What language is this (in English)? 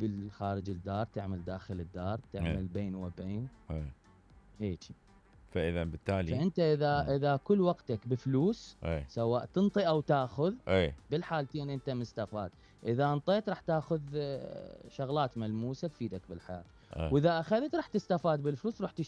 Mesopotamian Arabic